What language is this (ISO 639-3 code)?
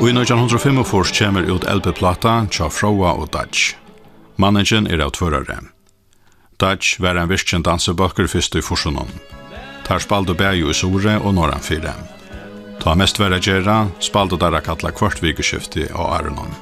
fao